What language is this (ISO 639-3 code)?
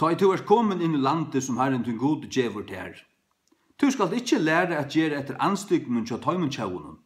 fao